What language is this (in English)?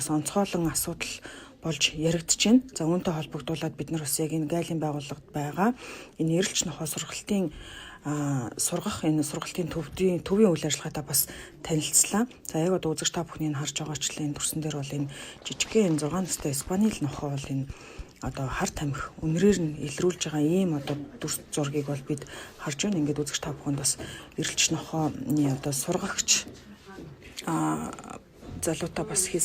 Mongolian